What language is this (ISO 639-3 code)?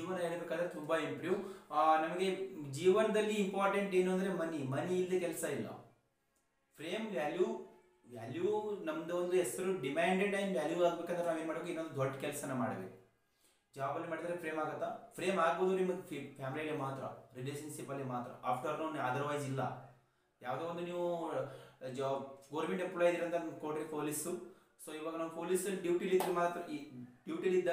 kan